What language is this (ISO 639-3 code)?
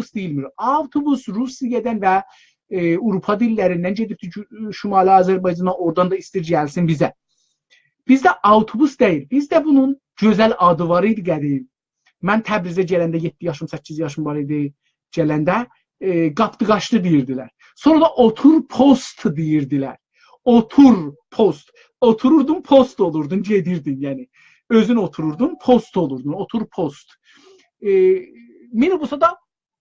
azb